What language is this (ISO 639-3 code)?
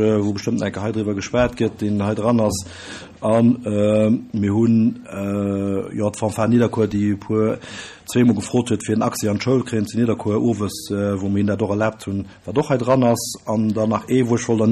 ltz